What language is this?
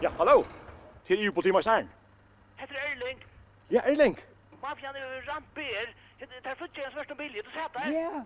Faroese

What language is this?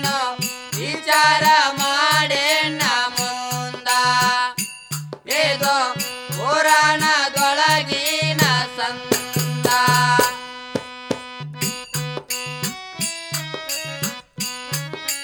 Kannada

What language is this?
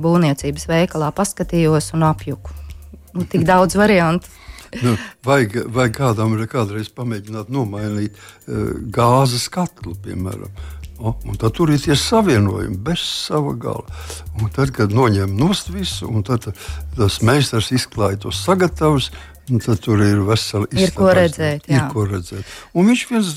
Latvian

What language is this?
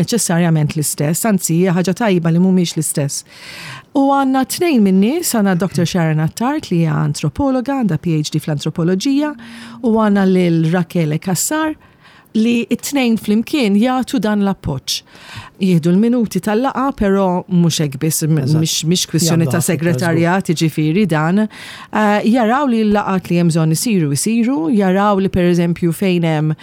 Maltese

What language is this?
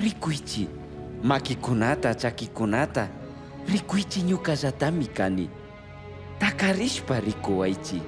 Chimborazo Highland Quichua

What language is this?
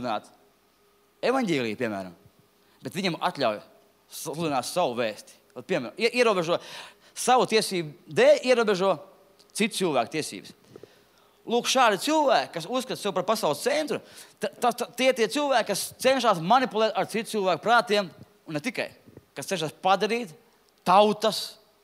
Latvian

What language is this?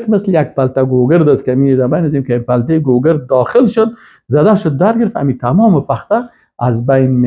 Persian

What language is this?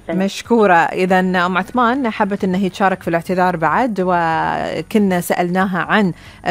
Gulf Arabic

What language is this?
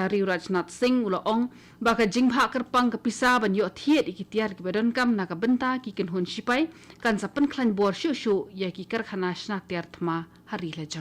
Khasi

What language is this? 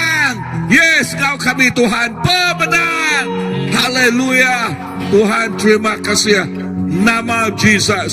Iban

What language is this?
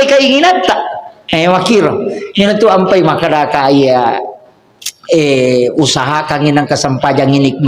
Buginese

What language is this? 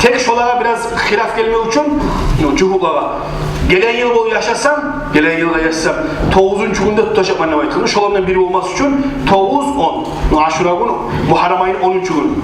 Kumyk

